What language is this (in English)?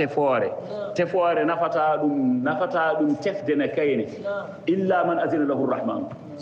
Fula